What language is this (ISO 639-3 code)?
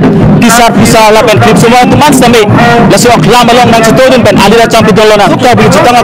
mjw